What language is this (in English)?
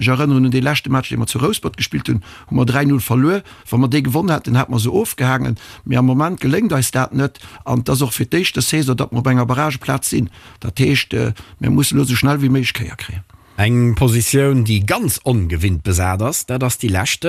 Luxembourgish